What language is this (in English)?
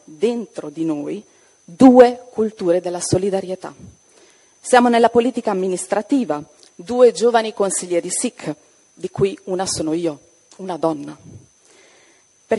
Italian